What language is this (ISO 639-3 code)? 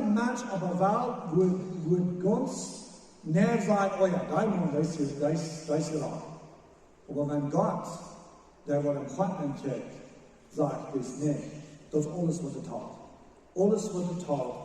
pdt